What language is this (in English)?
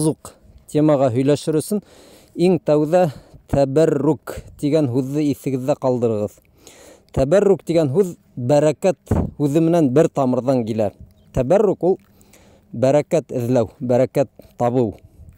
Bashkir